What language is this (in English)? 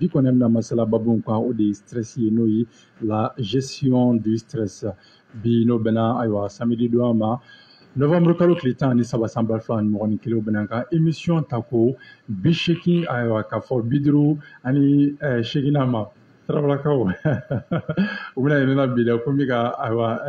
Bambara